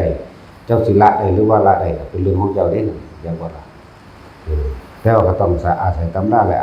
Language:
Northeastern Thai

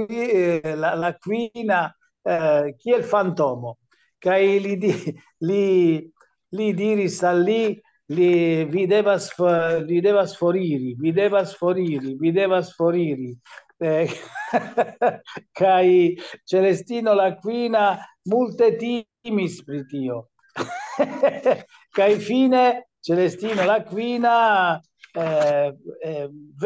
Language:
Esperanto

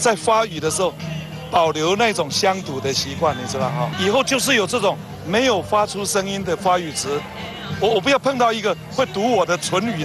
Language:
Chinese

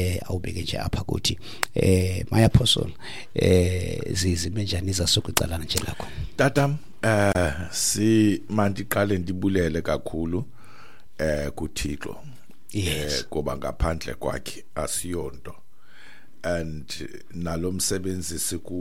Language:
Xhosa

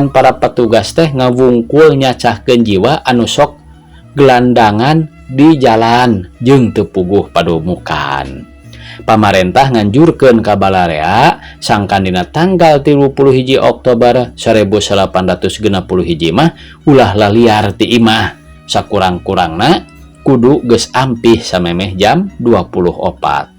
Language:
Sundanese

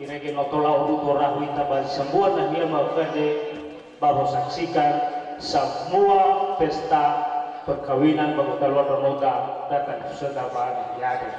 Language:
Nias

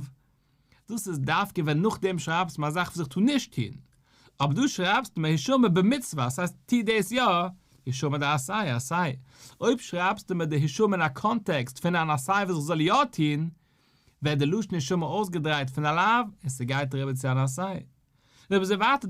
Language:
Yiddish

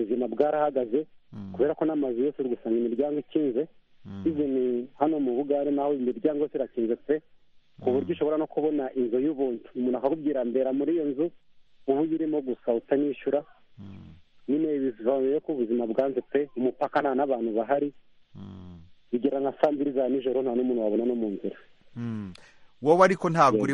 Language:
Kinyarwanda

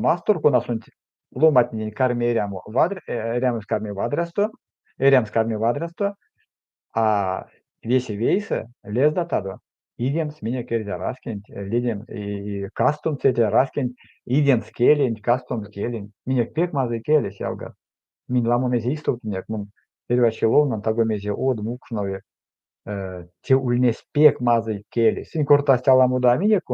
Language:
Erzya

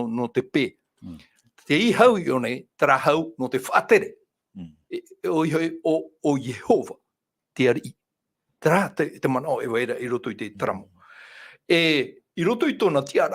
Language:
Tahitian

